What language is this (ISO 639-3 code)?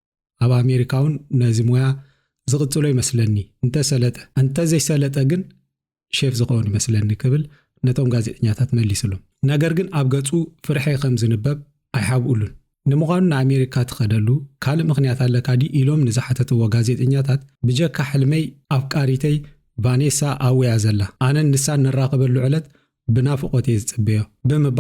tir